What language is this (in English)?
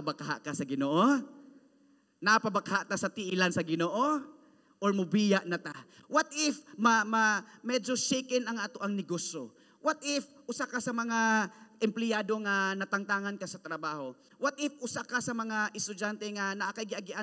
Cebuano